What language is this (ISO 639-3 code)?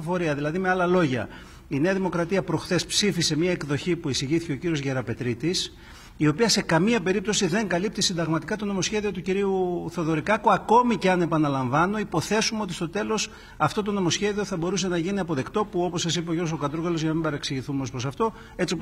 ell